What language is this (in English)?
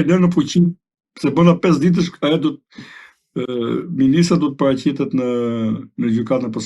Albanian